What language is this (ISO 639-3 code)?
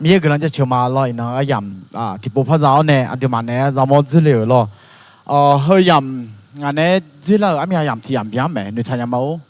ahk